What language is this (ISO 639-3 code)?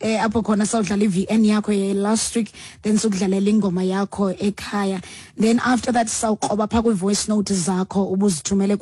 xho